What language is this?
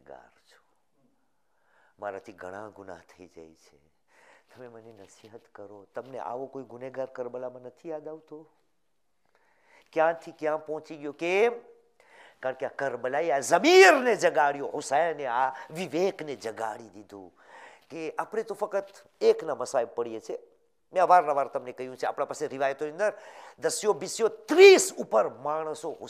Gujarati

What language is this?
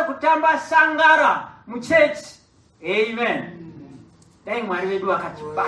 Shona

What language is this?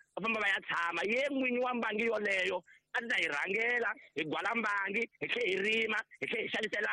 Tsonga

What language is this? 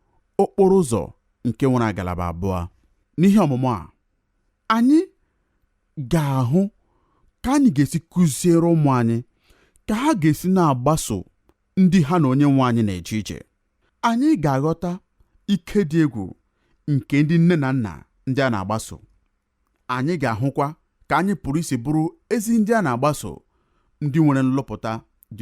Igbo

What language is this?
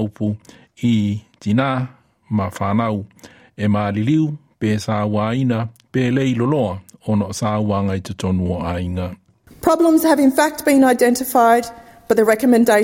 Samoan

